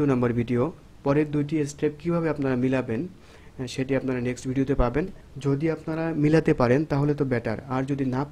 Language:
Bangla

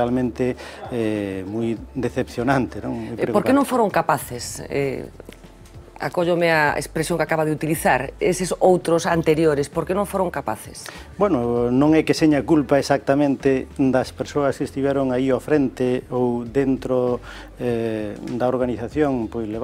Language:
Galician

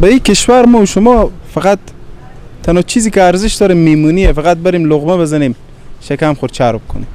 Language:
Persian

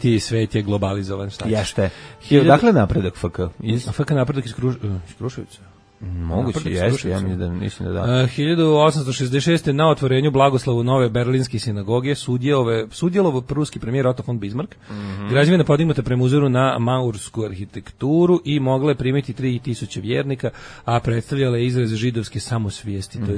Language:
Serbian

